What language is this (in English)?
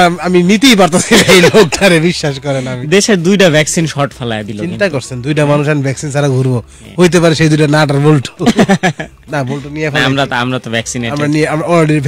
Bangla